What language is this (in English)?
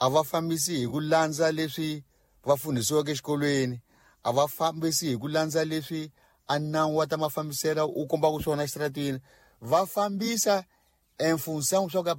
Tsonga